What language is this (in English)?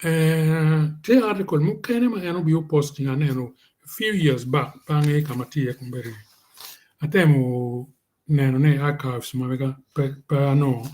Acoli